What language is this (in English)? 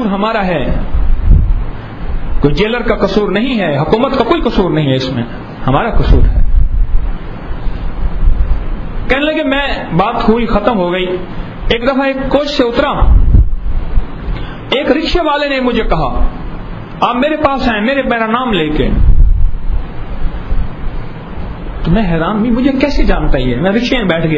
Urdu